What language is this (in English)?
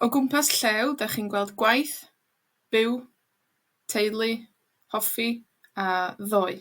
Welsh